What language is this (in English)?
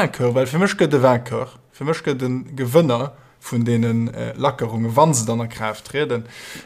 Luxembourgish